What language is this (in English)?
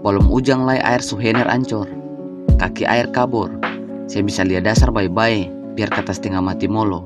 Ambonese Malay